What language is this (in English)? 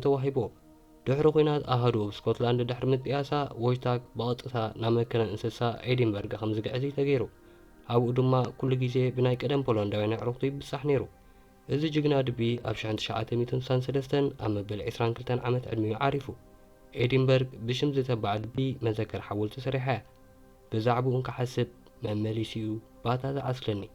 Tigrinya